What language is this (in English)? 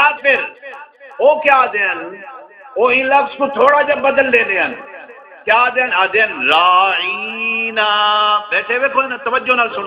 Saraiki